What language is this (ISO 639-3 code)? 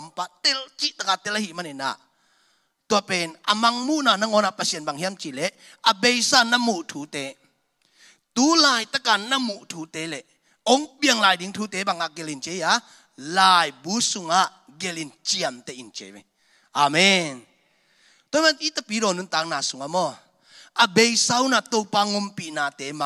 ctd